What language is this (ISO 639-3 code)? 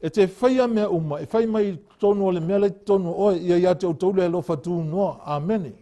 smo